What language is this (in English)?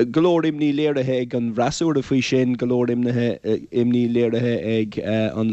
Irish